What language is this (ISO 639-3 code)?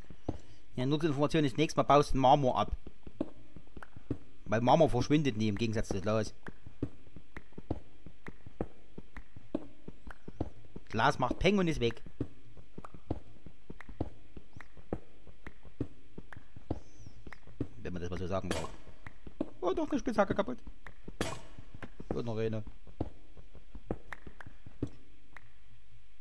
deu